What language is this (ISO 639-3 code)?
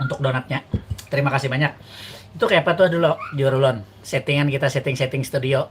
bjn